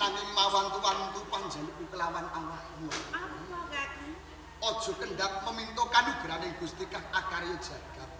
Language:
Javanese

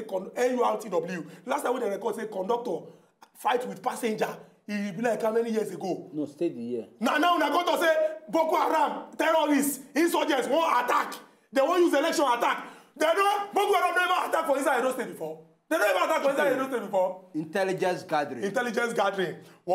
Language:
Nigerian Pidgin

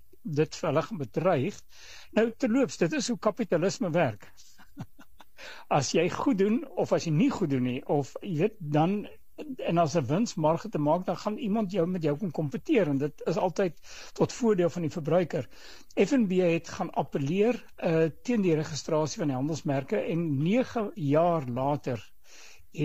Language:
Afrikaans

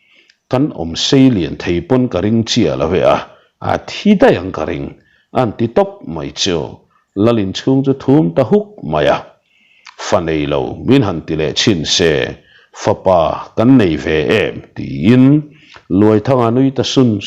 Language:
Mizo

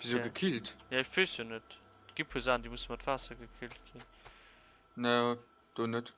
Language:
Luxembourgish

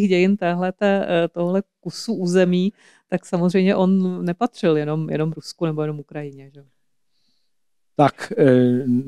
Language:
Czech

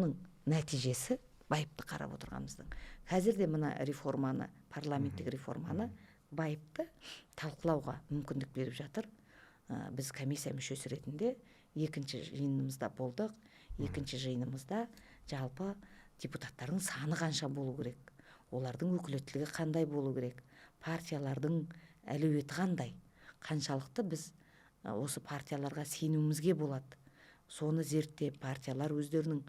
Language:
Kazakh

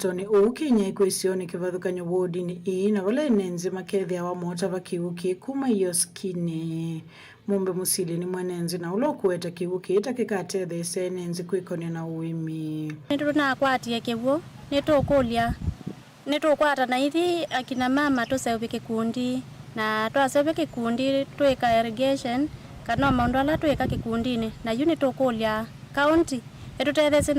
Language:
Kamba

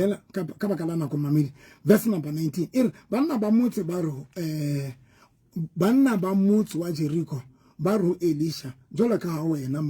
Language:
Southern Sotho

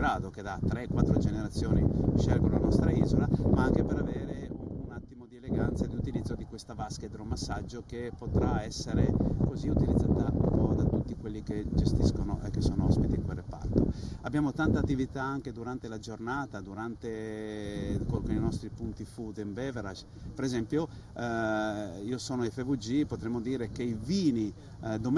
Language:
Italian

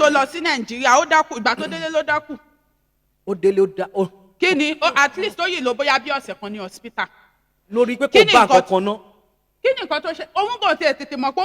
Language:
Yoruba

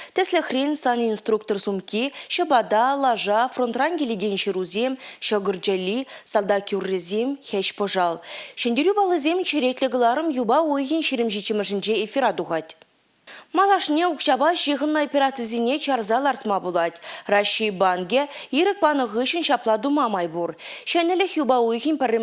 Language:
Chuvash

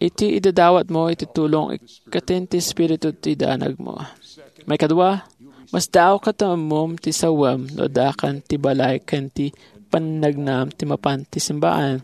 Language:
Iloko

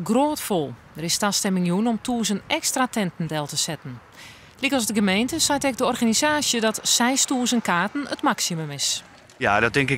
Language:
Western Frisian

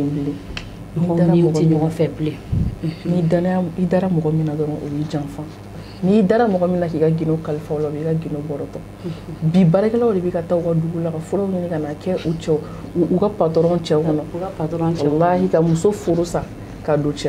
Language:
Bambara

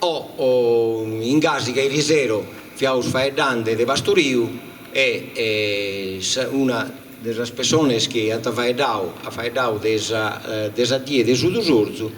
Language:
Sardinian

